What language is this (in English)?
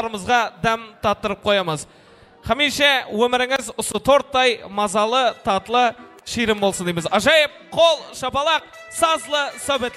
Kara-Kalpak